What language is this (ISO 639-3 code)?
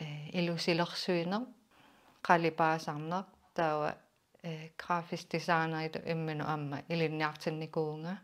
kal